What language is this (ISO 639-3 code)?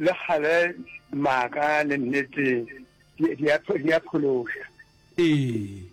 nso